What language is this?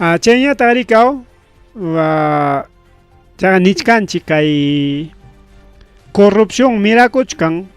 Ayacucho Quechua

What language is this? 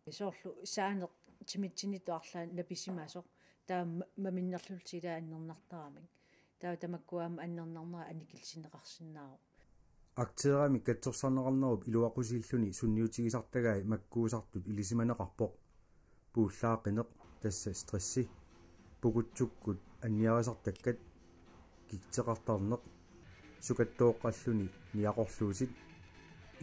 Kalaallisut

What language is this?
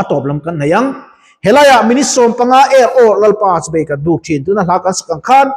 Mizo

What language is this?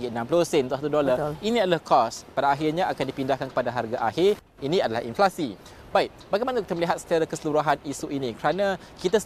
Malay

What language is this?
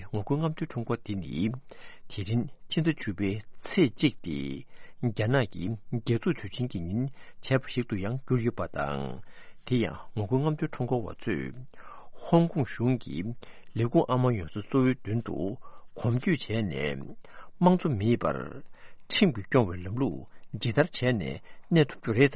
Tibetan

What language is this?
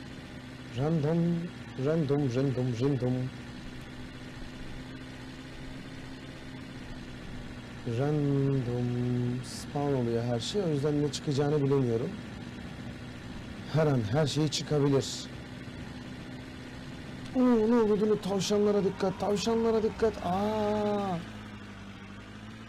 Turkish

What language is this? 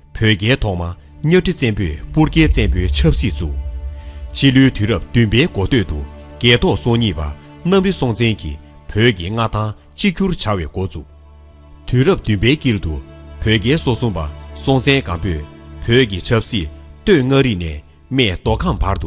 Tibetan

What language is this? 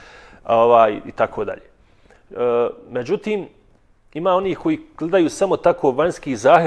Bosnian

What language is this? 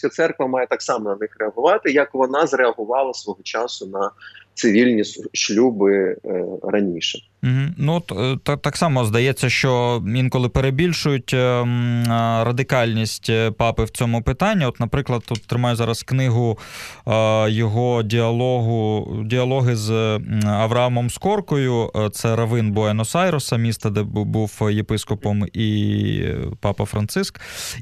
Ukrainian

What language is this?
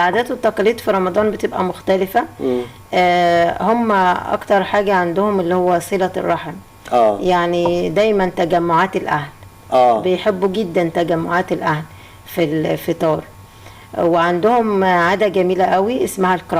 Egyptian Arabic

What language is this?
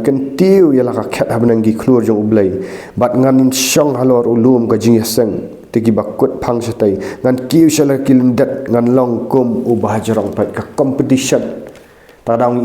Khasi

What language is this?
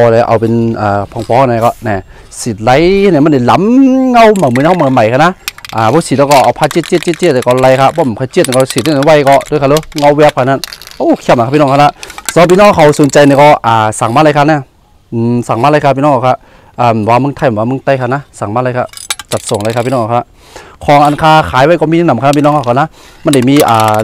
Shan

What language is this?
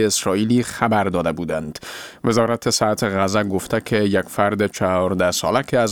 Persian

